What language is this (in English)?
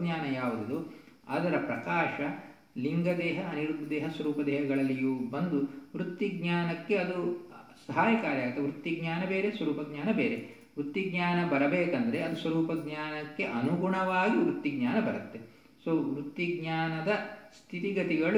Kannada